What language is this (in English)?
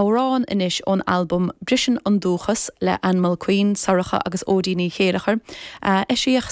Irish